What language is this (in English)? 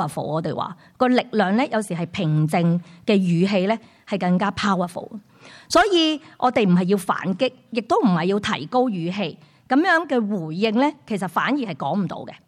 Cantonese